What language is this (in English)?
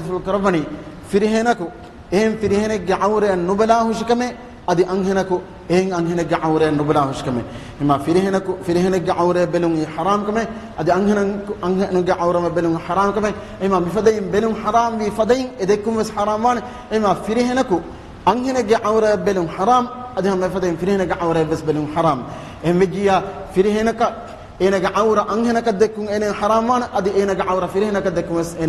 Divehi